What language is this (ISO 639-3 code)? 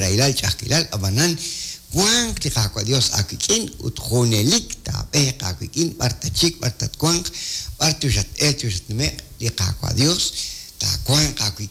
kek